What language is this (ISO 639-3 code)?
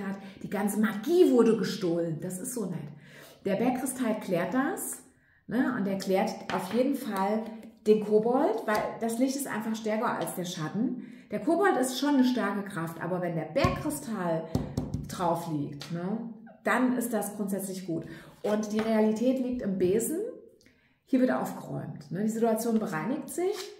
deu